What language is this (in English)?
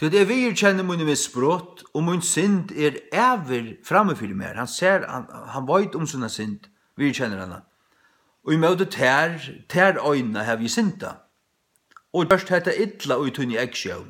Faroese